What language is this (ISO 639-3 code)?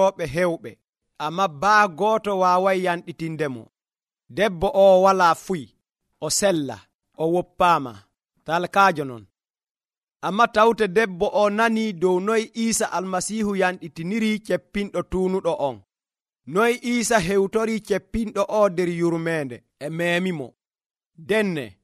fuv